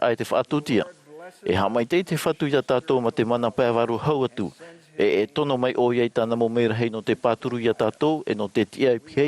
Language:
Tahitian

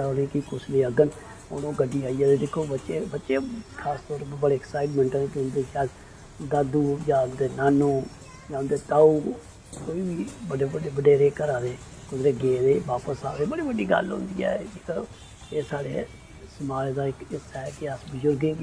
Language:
Dogri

